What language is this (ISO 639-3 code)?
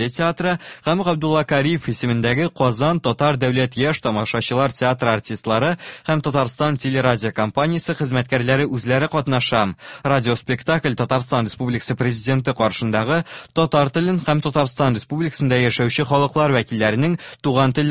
tat